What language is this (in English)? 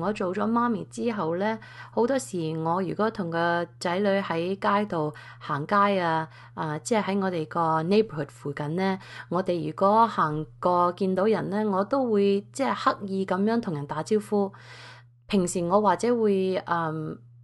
Cantonese